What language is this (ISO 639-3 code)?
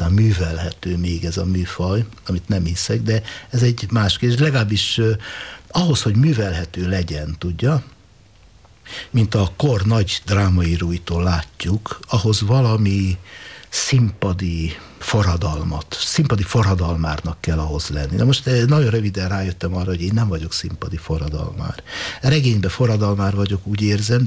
hun